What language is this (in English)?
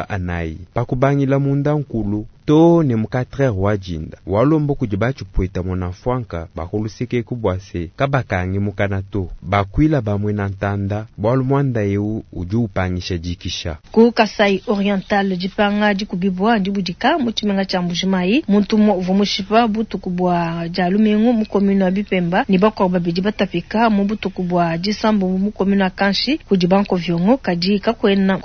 Luba-Lulua